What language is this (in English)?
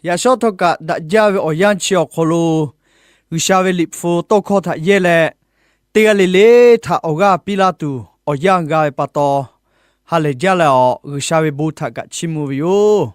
Lahu